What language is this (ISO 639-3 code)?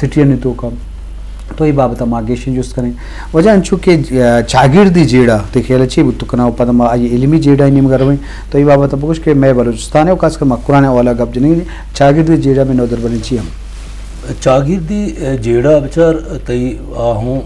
bgp